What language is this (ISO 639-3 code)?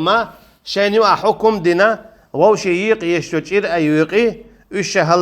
che